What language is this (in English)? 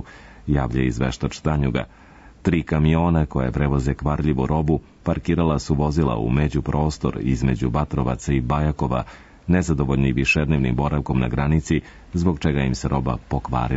Serbian